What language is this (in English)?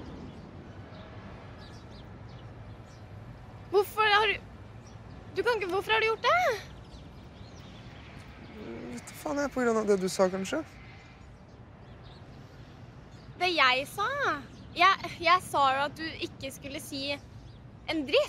Norwegian